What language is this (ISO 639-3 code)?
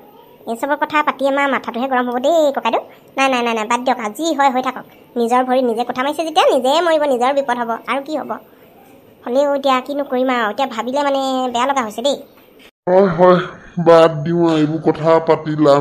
asm